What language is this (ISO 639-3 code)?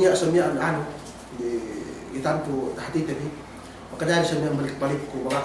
yka